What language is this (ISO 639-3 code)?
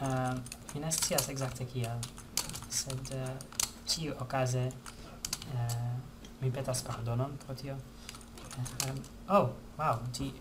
epo